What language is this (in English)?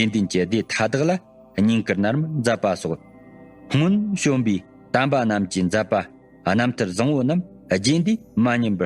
Tibetan